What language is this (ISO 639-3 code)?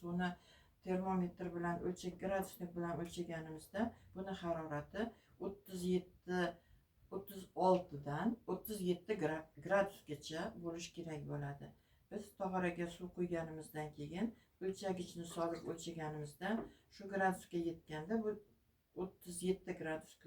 uzb